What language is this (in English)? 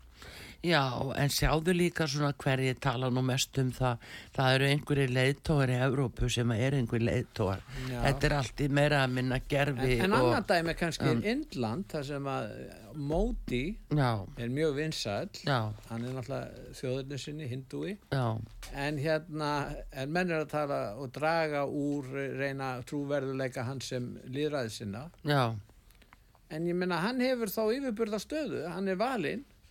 Icelandic